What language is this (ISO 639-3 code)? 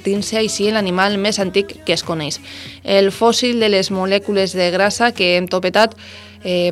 cat